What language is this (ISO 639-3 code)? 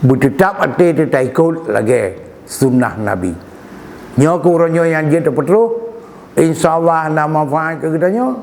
ace